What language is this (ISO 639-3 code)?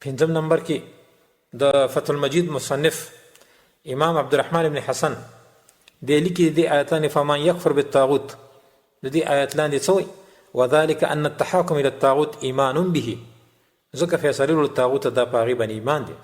pus